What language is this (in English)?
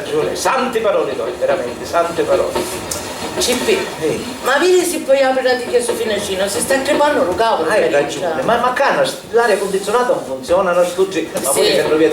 Sicilian